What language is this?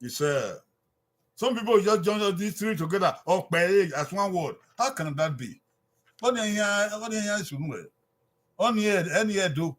Bini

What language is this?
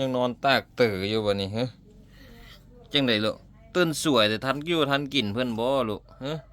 Lao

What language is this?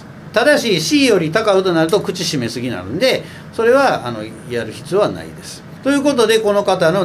Japanese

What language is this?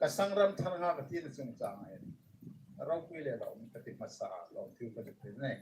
Hmar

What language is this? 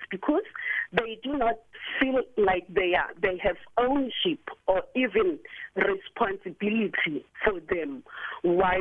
English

